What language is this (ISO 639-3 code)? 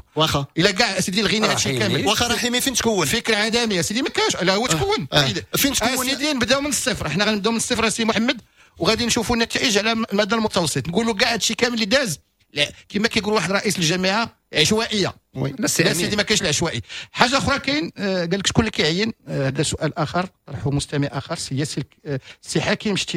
ary